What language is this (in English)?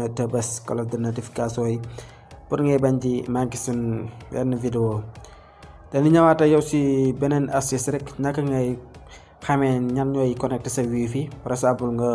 Wolof